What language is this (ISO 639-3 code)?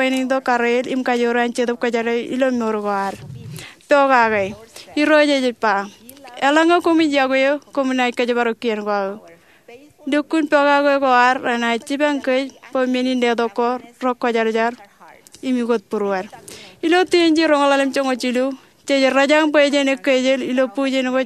mah